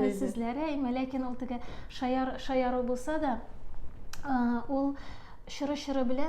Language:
Tatar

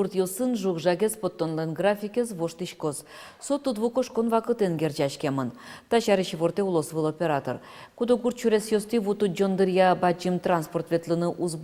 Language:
Udmurt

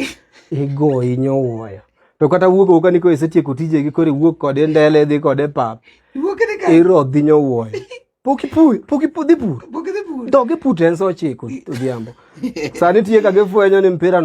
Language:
Luo (Kenya and Tanzania)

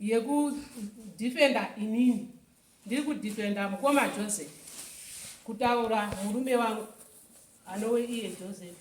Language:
Shona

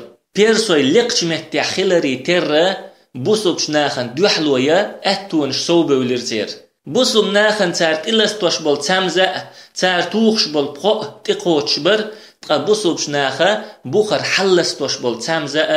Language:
Chechen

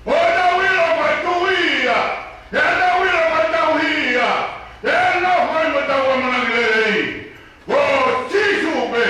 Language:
Tongan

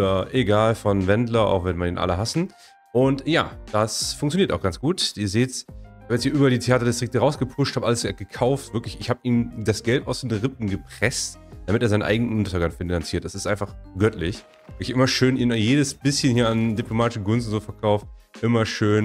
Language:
German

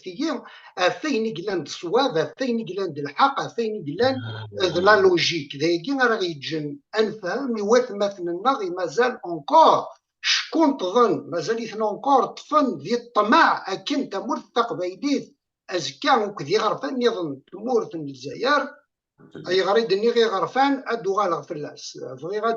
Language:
Kabyle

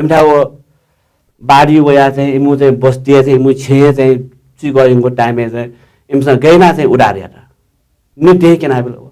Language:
Newari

